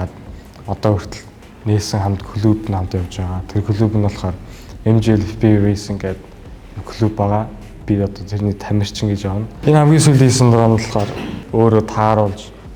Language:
Mongolian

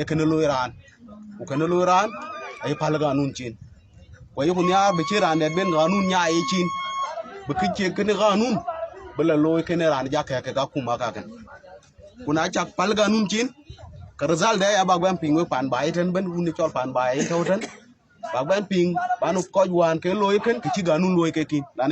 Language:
Dinka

